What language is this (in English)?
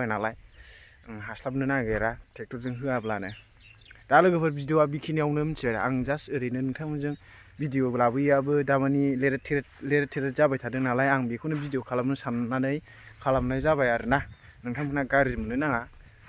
Bodo